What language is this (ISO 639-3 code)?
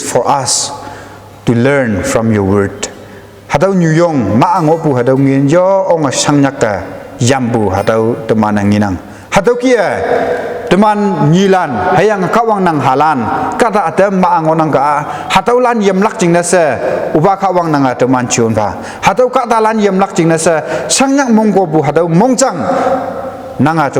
nbe